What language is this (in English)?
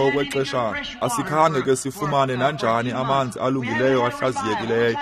Xhosa